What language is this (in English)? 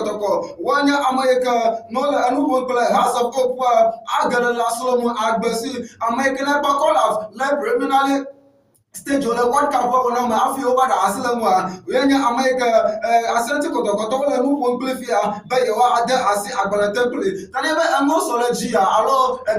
Ewe